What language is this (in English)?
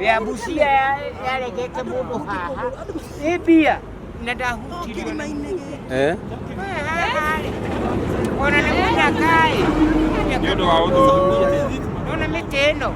Kikuyu